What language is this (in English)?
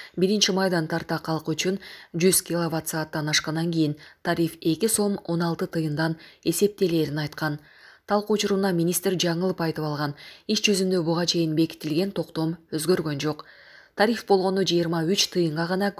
Kyrgyz